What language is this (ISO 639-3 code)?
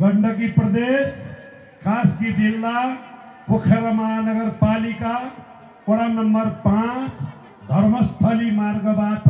nep